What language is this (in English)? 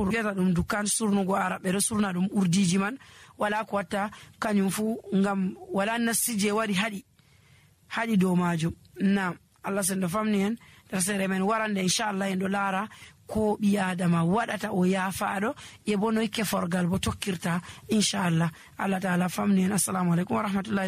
Nigerian Fulfulde